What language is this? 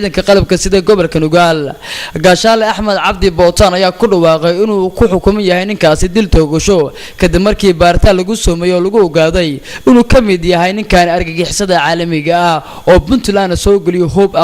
Somali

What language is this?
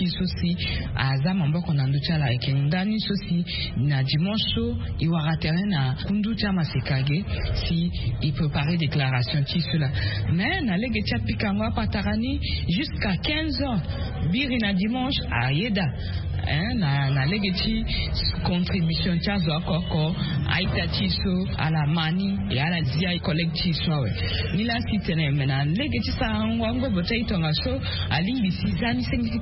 Sango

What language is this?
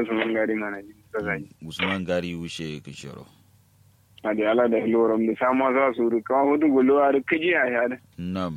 Kanuri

